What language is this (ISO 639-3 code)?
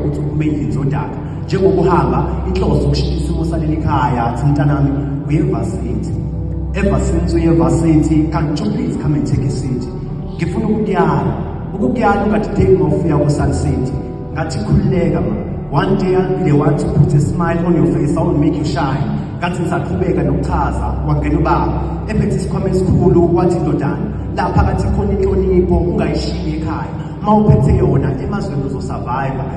zul